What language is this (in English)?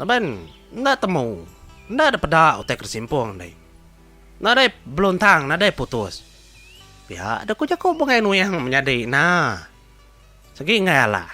Iban